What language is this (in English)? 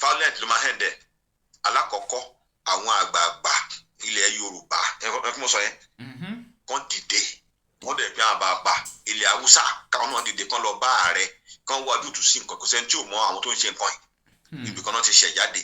Yoruba